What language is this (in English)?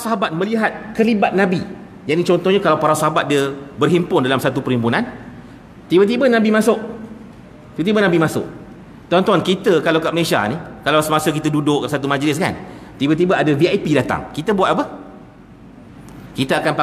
Malay